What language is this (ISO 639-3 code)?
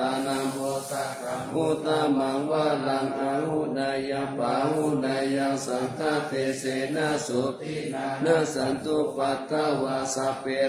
pli